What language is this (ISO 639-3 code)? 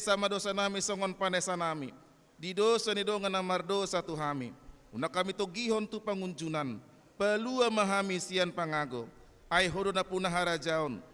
bbc